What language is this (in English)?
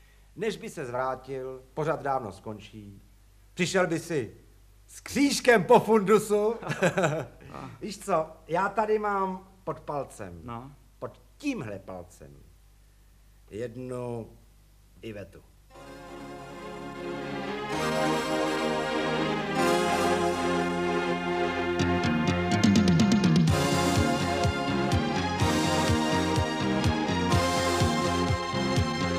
Czech